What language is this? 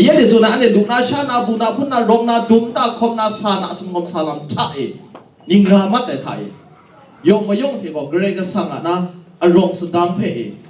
Kachin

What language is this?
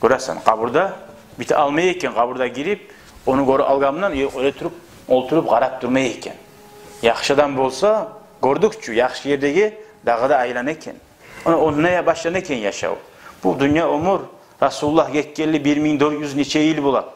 Kumyk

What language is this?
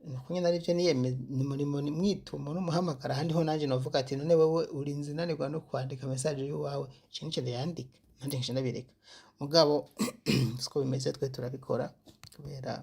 Rundi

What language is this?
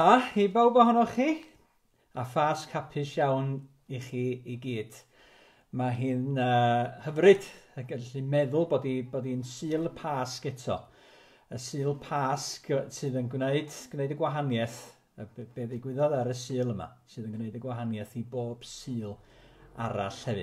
Welsh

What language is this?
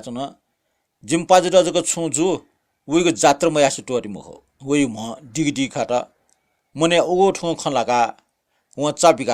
Newari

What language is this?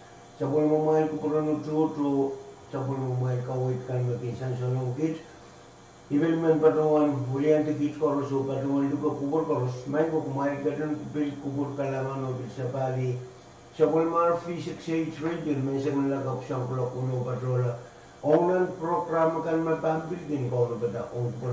Pohnpeian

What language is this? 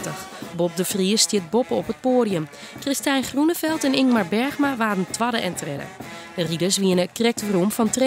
Western Frisian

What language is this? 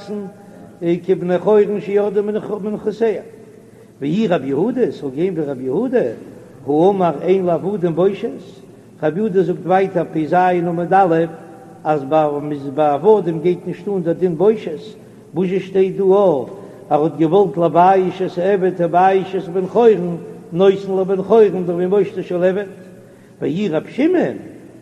Yiddish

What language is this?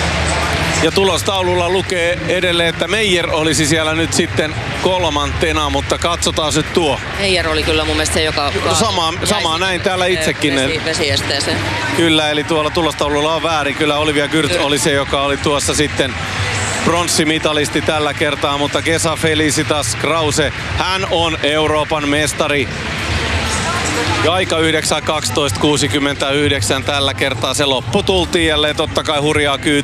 Finnish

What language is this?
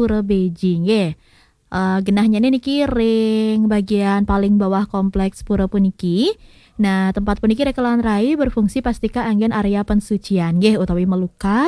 Balinese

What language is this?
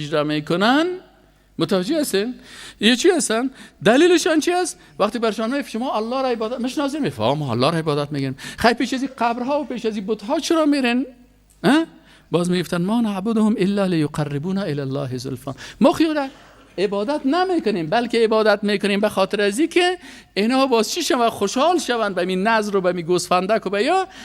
Persian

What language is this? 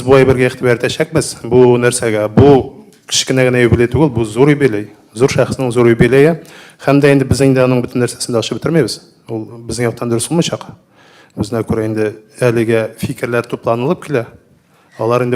Tatar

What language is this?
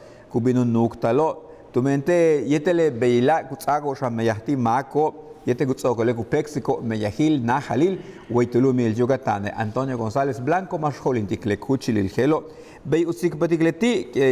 Yucateco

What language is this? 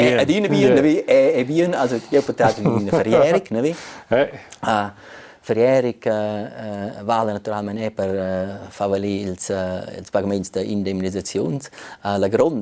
Romansh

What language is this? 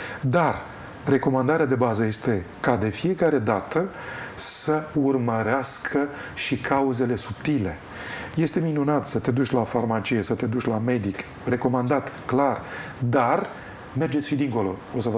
Romanian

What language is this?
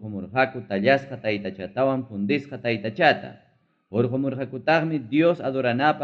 Ayacucho Quechua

